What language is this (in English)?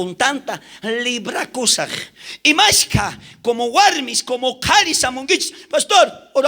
South Bolivian Quechua